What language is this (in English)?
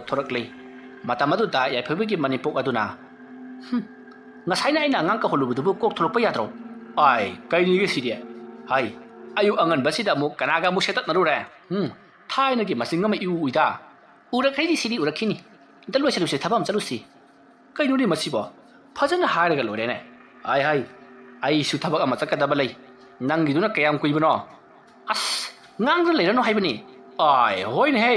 Manipuri